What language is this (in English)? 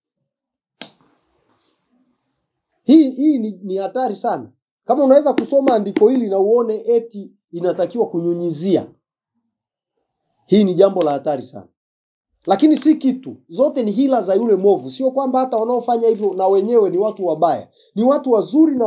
Swahili